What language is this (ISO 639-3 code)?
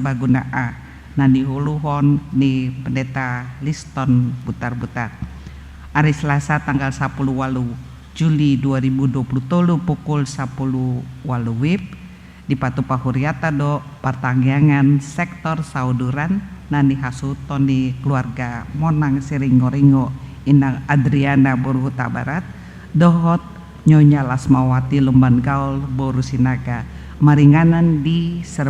bbc